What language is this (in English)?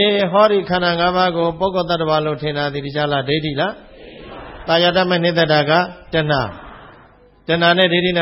Burmese